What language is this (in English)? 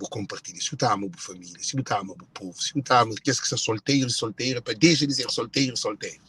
Kabuverdianu